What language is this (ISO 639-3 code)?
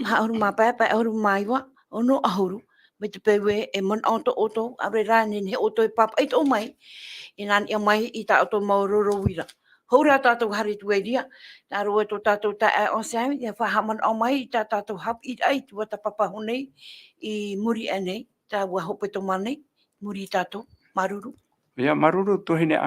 tah